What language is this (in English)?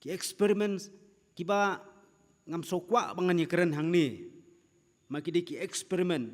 Khasi